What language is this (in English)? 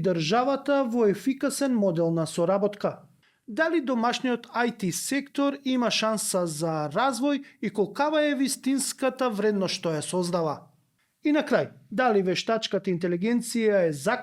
Macedonian